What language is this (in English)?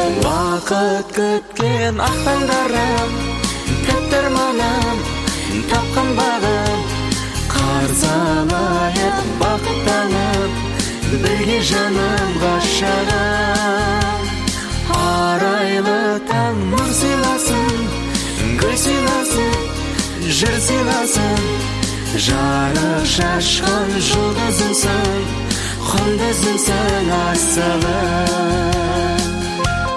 Kazakh